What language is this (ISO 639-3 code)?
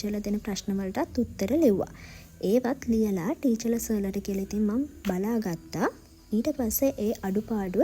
sin